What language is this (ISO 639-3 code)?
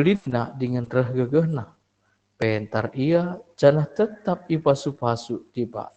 btx